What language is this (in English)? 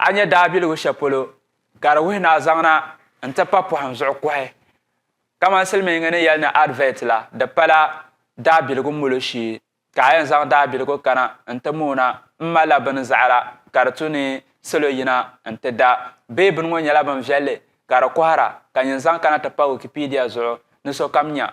Dagbani